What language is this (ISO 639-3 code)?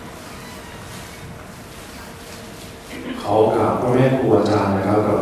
tha